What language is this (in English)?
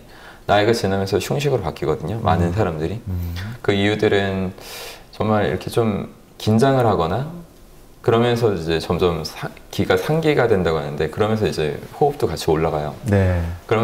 Korean